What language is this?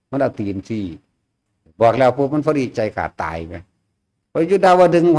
Northeastern Thai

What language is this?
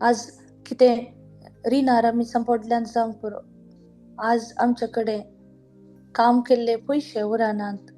Konkani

